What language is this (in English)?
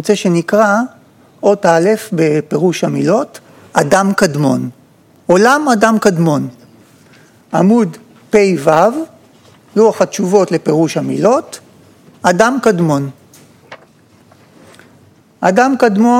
Hebrew